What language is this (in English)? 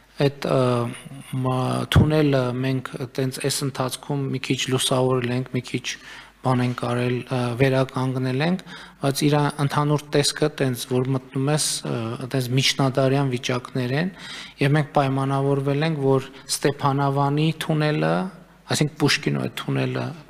Armenian